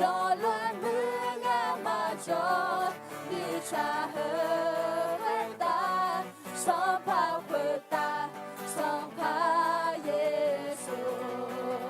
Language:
Akha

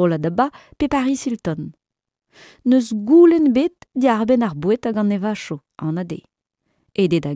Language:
Breton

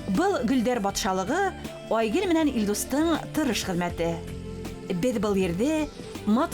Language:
Bashkir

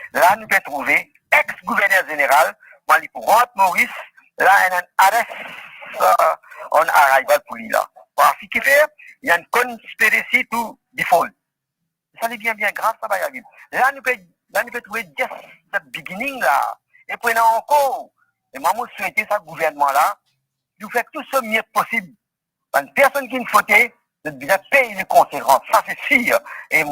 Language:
Morisyen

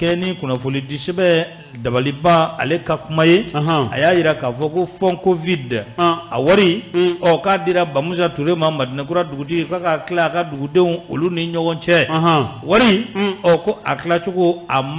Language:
Bambara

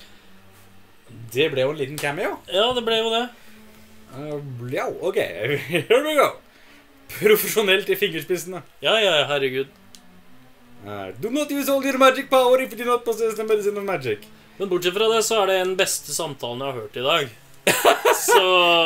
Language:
Norwegian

